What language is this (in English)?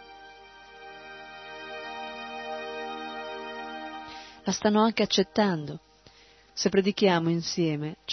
Italian